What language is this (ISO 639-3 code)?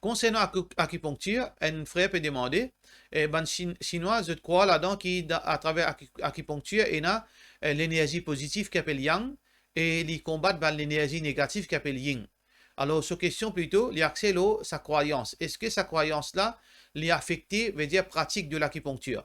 mfe